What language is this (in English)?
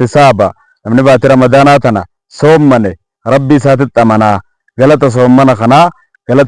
Oromo